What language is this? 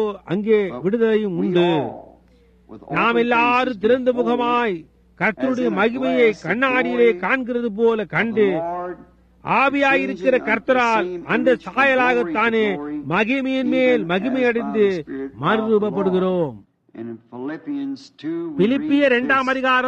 Tamil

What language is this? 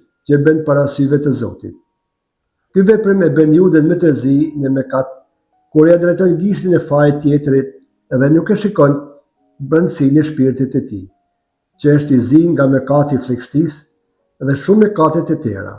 Albanian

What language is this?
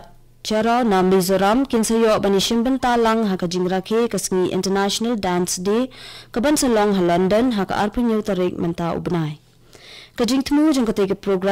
Khasi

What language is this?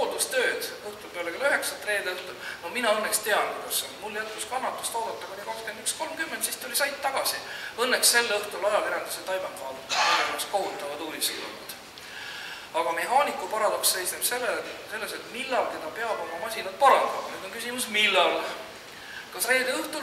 Estonian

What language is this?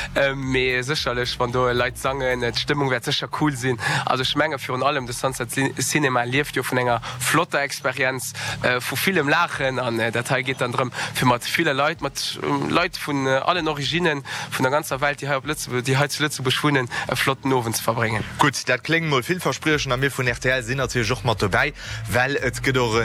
Luxembourgish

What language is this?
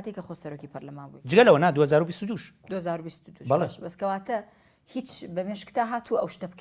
Central Kurdish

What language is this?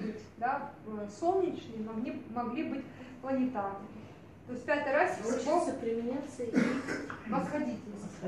Russian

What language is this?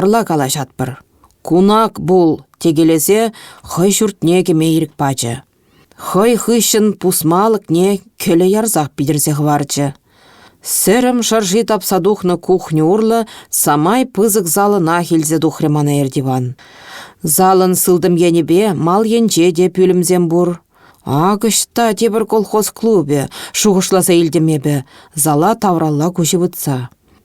Chuvash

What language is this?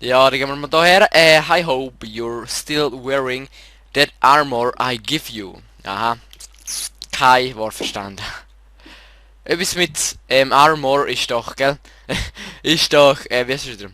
Swiss German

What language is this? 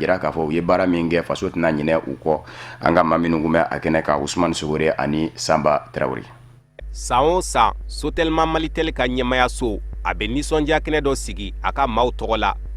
Bambara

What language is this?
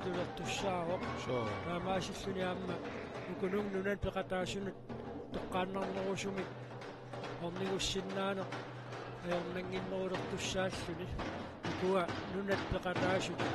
Kalaallisut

